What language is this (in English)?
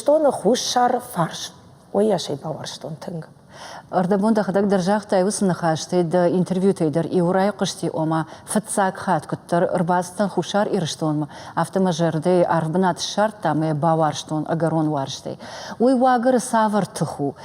Ossetic